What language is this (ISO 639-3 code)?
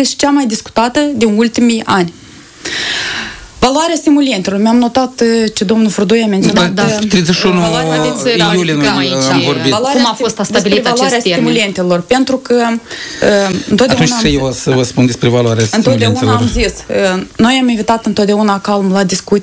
ron